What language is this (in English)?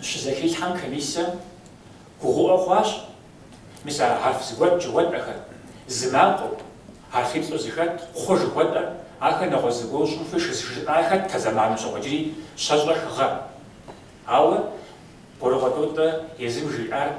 Kabardian